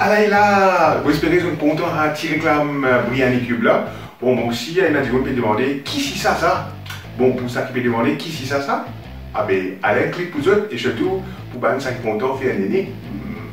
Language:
Morisyen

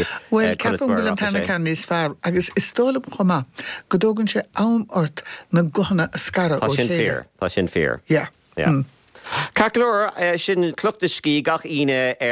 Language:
Irish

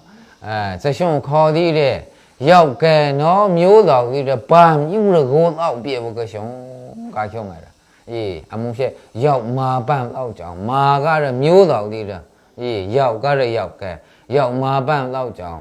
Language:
Maru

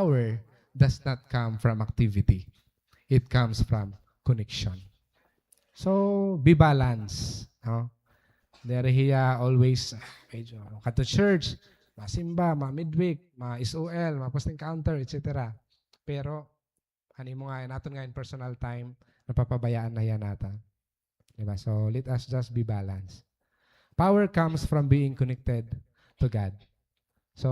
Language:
Waray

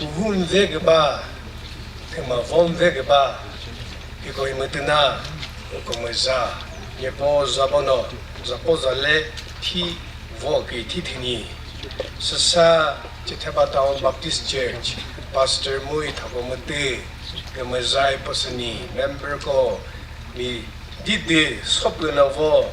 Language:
Chokri Naga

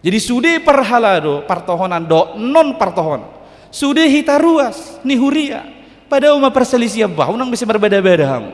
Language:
Batak Toba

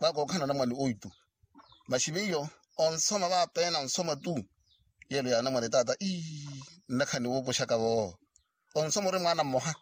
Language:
Makhuwa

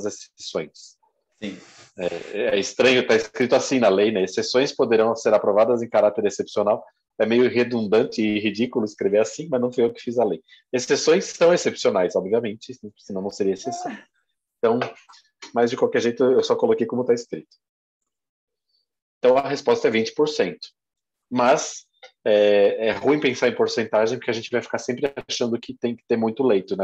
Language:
Portuguese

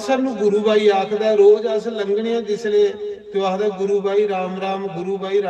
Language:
Dogri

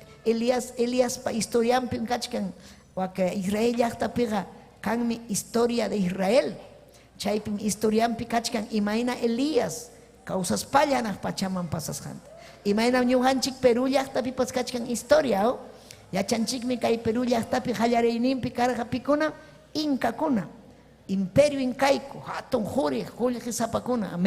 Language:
Ayacucho Quechua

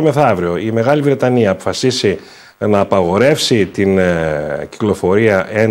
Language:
Greek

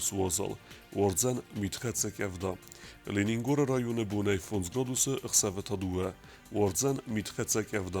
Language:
Ossetic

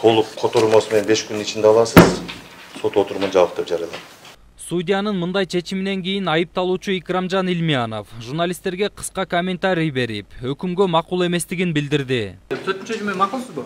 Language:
Kyrgyz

